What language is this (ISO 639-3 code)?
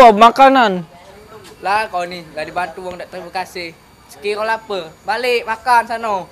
mui